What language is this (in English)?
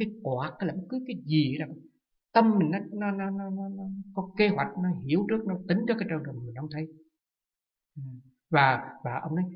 Vietnamese